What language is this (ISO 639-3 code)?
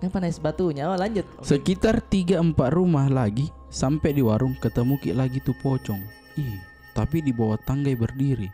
mfp